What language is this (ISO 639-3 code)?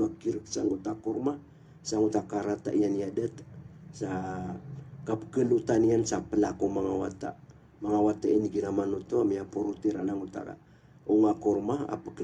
mrw